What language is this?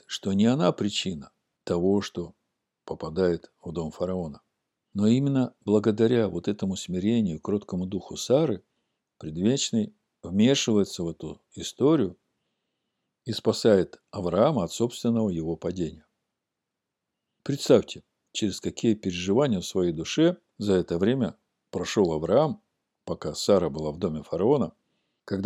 Russian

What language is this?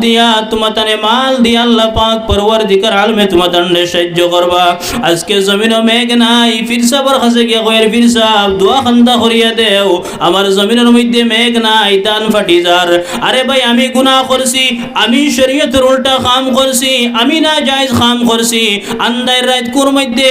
Sylheti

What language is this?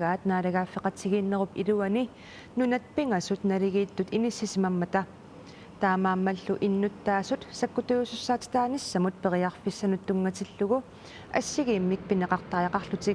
Kalaallisut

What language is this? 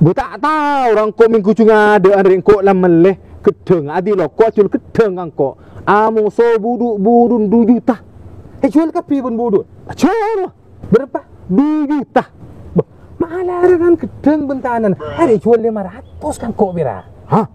Madurese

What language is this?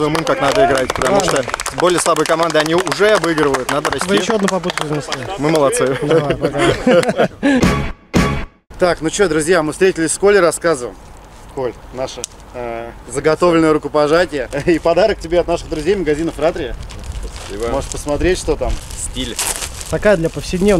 Russian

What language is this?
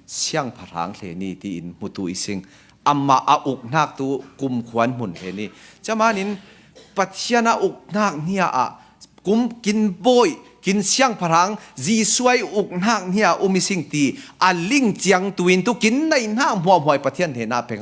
Falam Chin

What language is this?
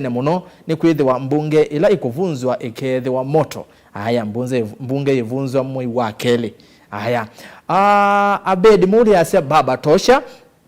Kamba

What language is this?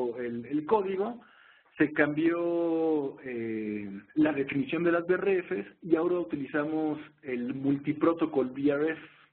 Spanish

